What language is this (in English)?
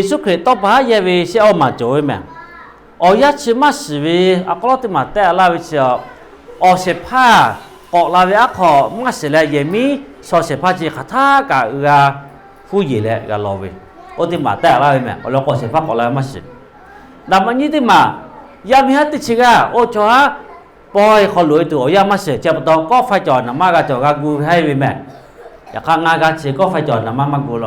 Lahu